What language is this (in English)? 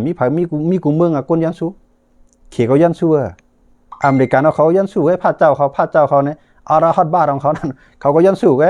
Shan